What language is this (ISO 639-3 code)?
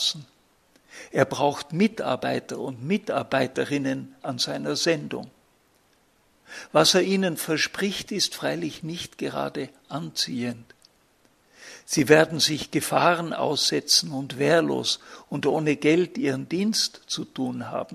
deu